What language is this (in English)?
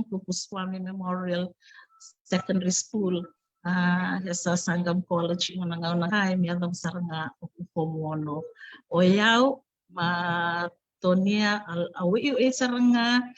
Fijian